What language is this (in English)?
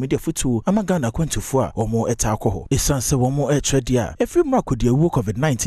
Akan